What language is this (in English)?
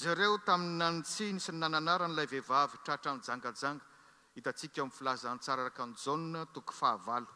Malagasy